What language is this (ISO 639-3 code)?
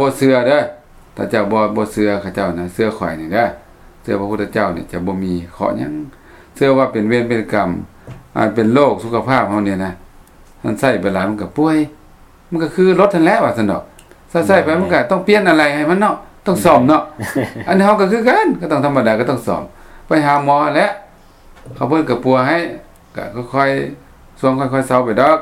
lao